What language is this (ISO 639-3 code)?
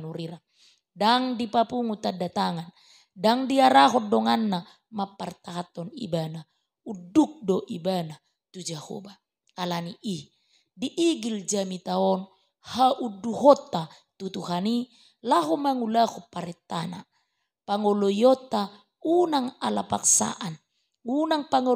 bbc